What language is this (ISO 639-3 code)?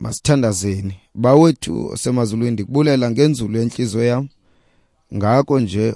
xho